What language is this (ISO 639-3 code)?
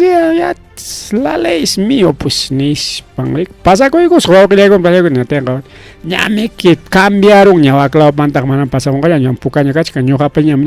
quy